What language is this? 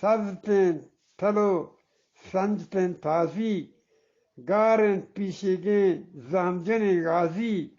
Eastern Balochi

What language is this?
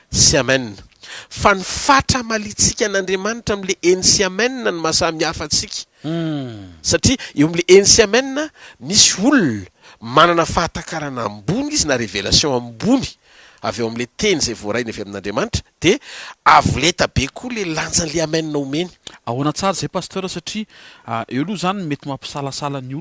Malagasy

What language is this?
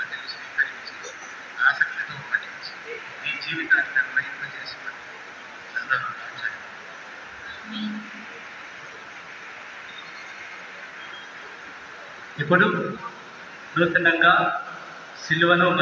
Telugu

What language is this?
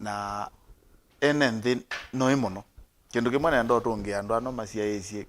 Kamba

